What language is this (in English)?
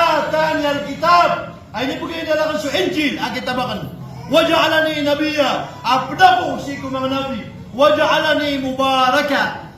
Maranao